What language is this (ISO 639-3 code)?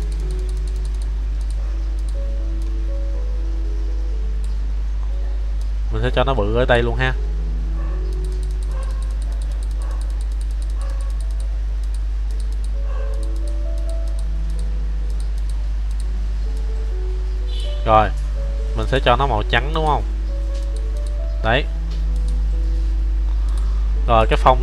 vie